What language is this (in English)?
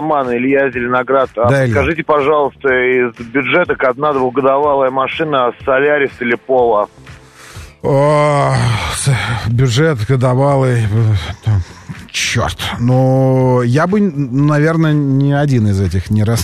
Russian